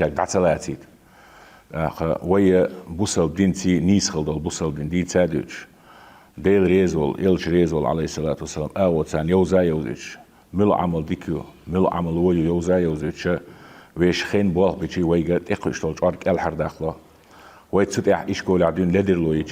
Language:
Chechen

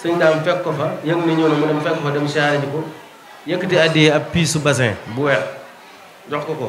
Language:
Wolof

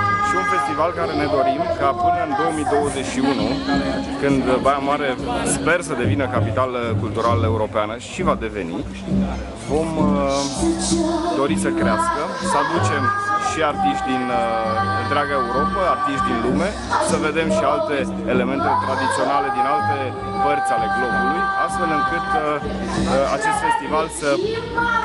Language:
Romanian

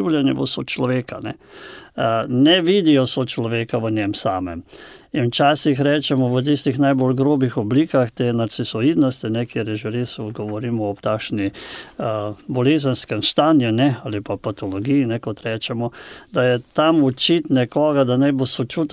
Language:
Slovenian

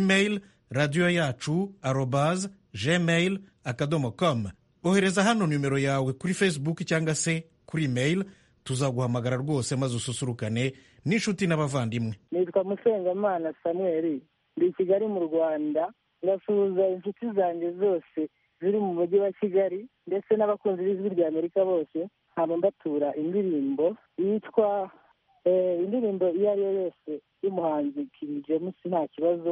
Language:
Kinyarwanda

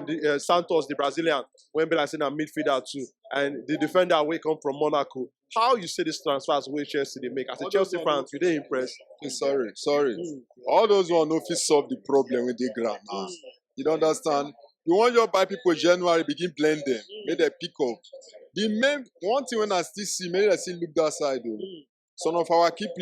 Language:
Nigerian Pidgin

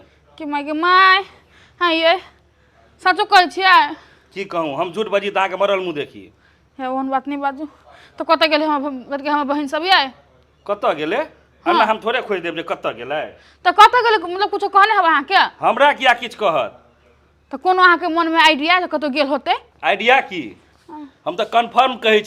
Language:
Maithili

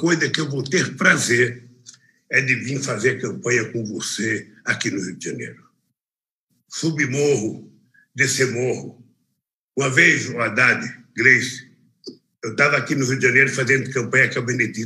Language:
Portuguese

